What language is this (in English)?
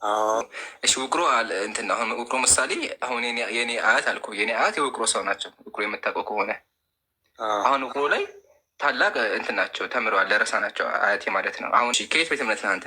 Amharic